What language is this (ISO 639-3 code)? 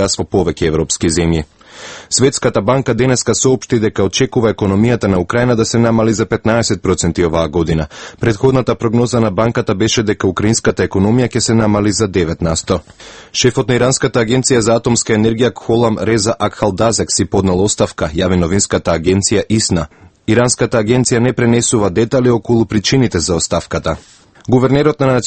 mkd